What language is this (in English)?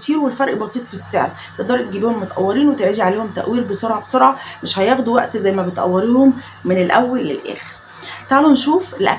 Egyptian Arabic